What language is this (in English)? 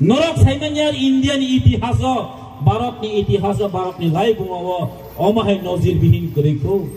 Kok Borok